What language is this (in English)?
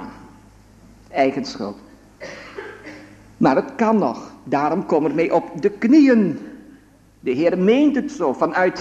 Dutch